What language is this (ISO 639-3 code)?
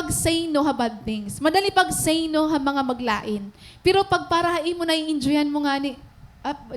war